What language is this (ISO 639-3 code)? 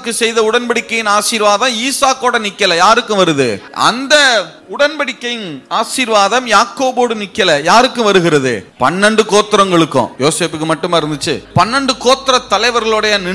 tam